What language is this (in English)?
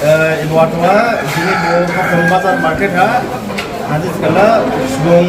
Dimasa